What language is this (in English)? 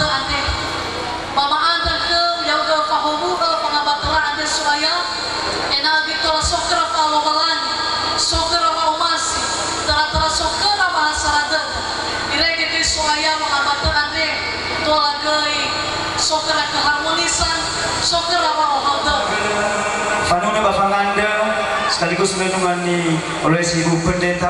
Nias